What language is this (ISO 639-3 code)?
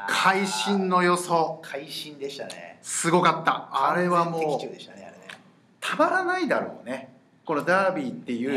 jpn